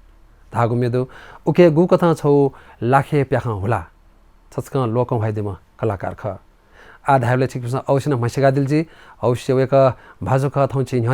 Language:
Newari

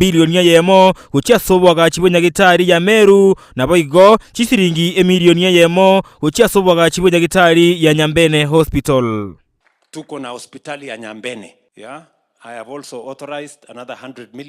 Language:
Gusii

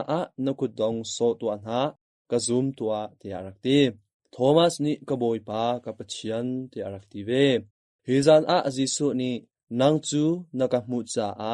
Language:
Hakha Chin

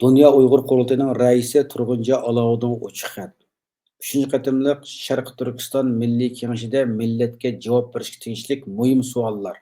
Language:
Uyghur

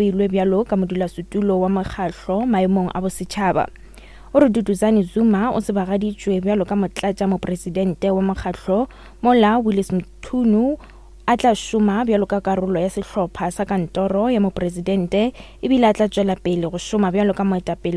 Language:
Northern Sotho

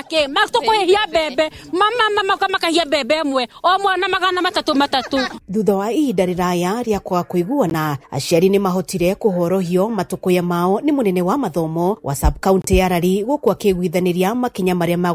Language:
Kikuyu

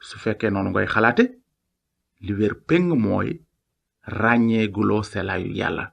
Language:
Wolof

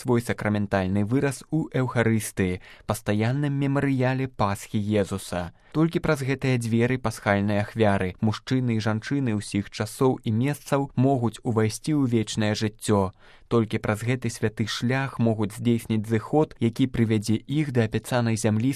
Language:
Belarusian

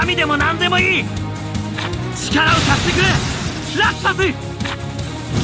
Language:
Japanese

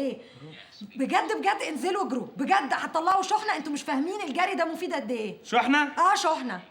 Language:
Egyptian Arabic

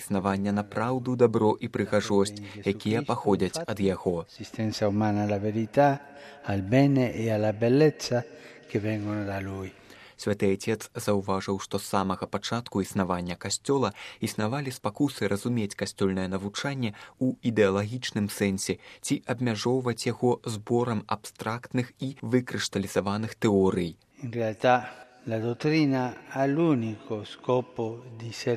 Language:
Belarusian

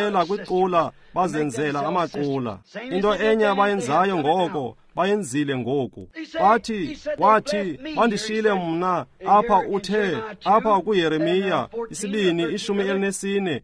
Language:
Xhosa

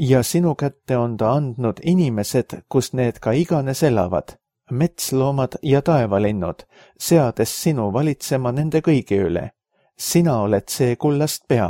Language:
Estonian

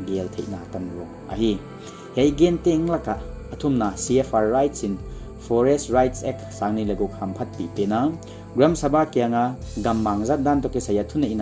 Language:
Paite Chin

